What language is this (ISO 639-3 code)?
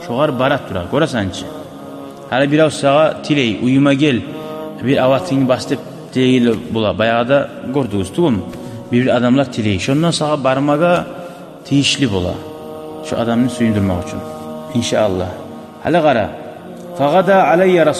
kum